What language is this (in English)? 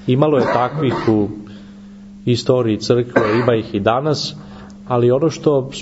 Serbian